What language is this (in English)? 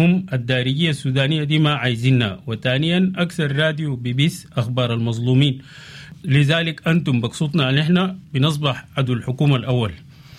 Sudanese Arabic